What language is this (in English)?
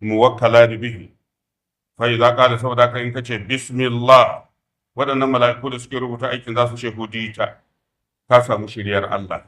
Hausa